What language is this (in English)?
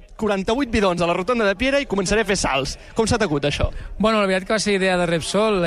Catalan